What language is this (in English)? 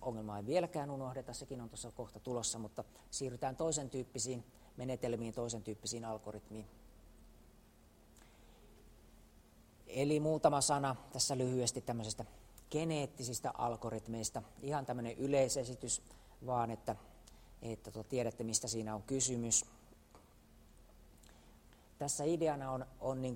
Finnish